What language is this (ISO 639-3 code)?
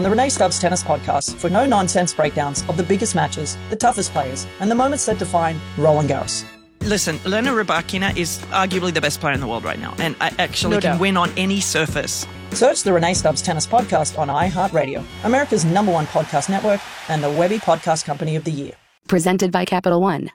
eng